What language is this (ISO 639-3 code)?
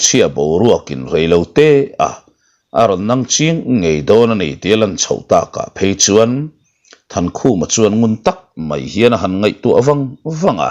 lus